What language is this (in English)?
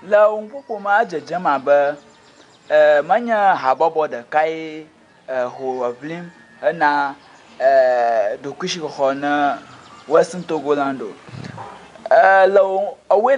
Ewe